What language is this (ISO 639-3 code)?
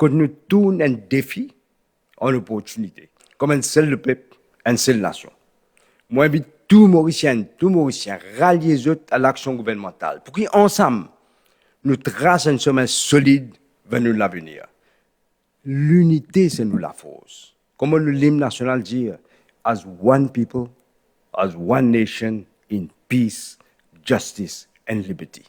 mfe